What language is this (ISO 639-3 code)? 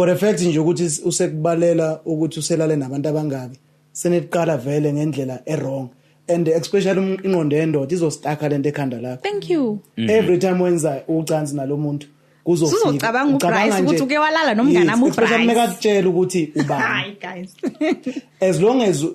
zul